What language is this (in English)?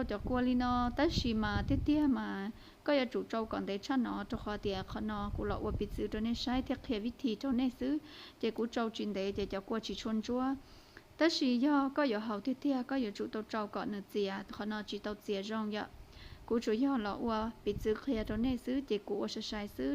Hmong